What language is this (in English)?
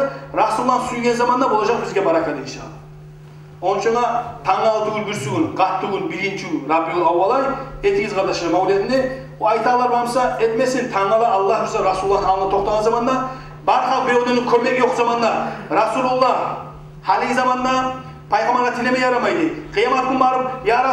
Kumyk